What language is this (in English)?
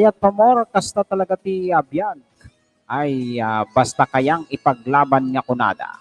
Iloko